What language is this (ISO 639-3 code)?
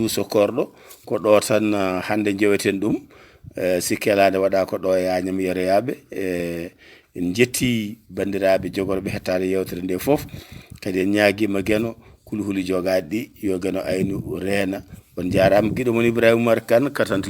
ful